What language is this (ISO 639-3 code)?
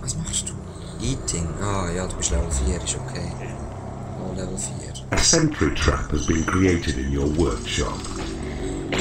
gsw